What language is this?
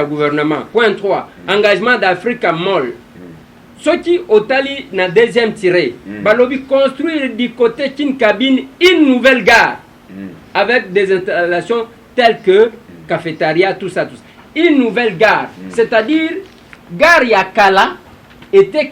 Lingala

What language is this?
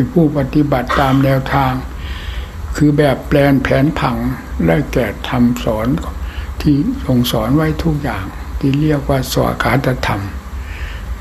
Thai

